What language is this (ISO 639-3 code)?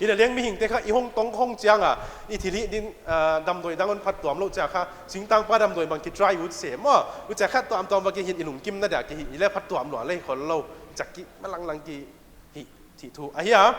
pck